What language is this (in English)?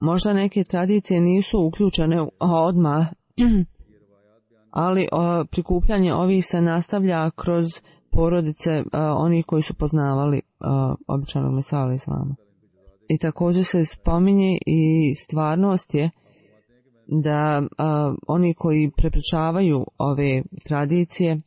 Bosnian